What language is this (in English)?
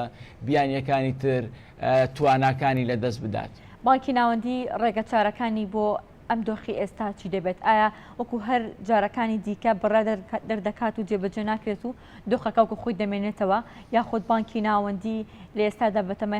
Central Kurdish